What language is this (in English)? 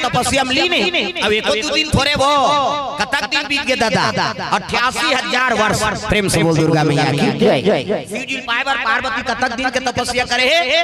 Chhattisgarhi